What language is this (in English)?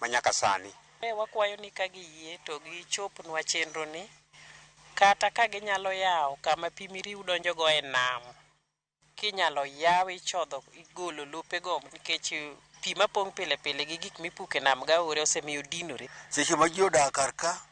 Luo (Kenya and Tanzania)